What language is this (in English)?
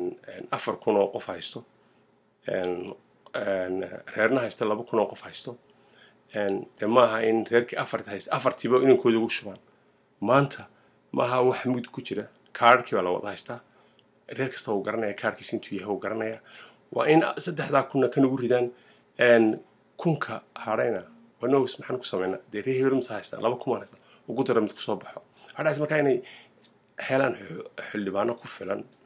Somali